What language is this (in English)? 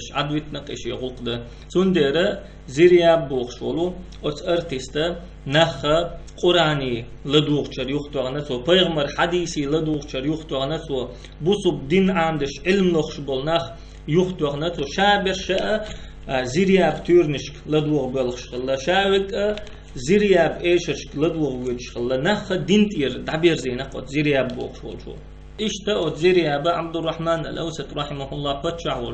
Chechen